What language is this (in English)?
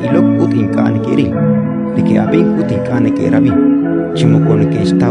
Kekchí